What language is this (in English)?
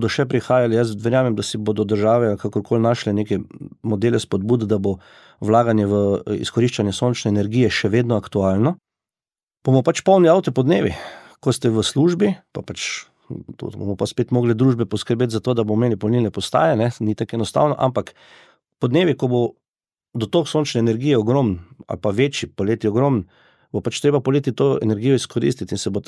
Slovenian